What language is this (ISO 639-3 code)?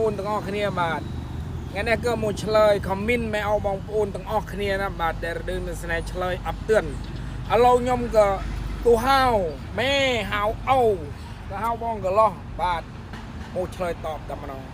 khm